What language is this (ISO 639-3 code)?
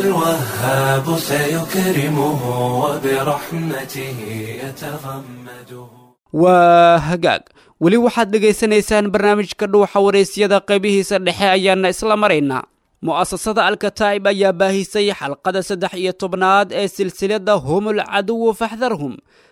som